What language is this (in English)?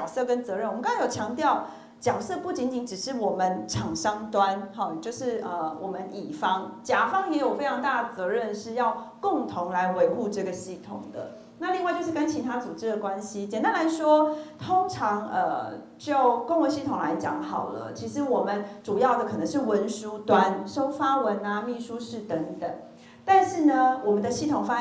Chinese